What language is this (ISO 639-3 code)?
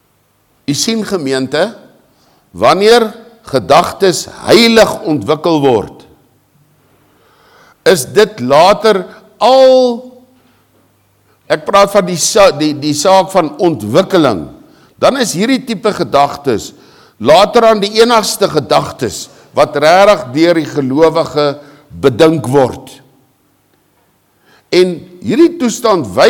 afr